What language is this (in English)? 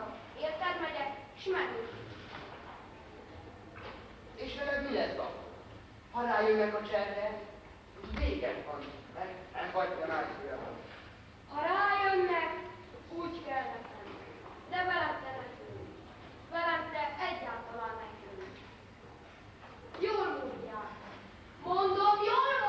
Hungarian